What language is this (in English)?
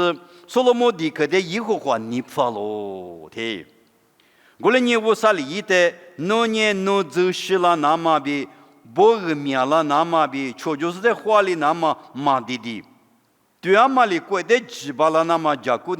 Lisu